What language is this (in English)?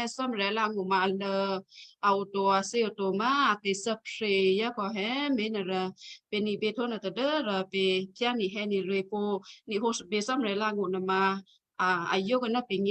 Western Kayah